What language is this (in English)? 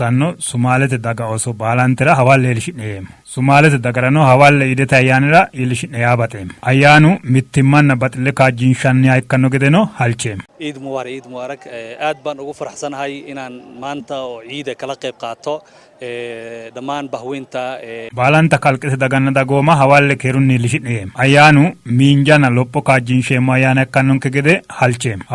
Sidamo